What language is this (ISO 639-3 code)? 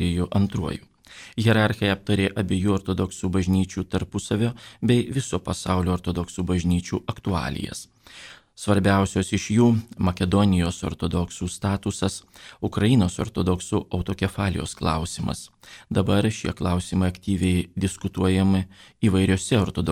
lit